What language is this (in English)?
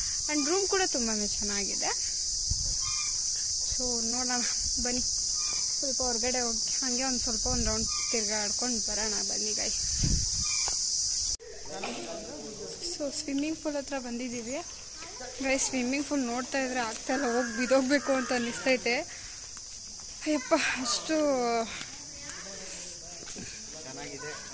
Kannada